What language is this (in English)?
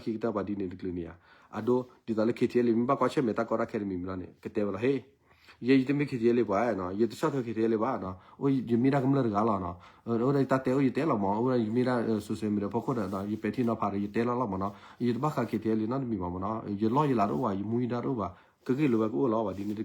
S'gaw Karen